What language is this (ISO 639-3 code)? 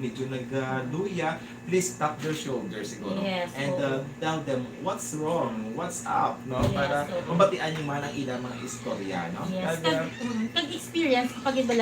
hil